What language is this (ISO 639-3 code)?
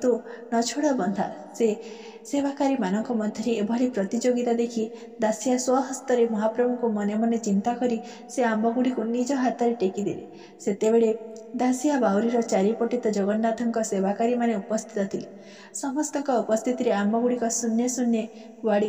ori